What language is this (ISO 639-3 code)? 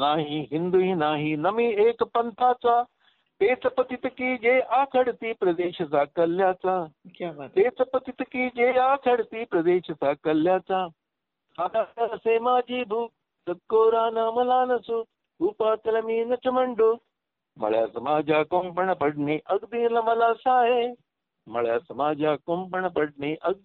mar